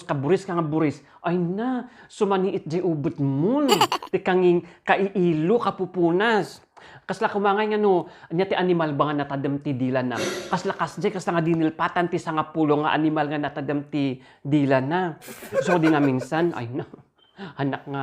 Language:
Iloko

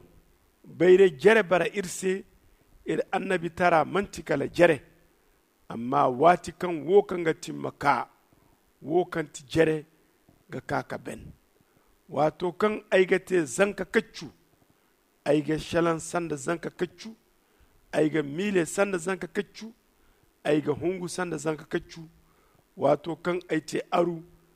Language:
Zarma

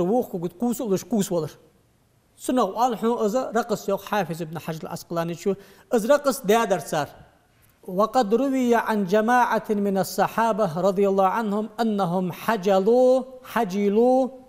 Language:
Ingush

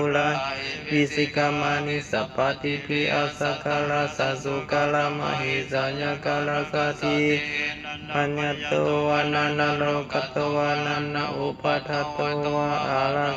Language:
Pali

